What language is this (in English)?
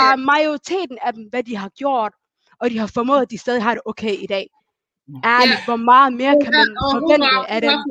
Danish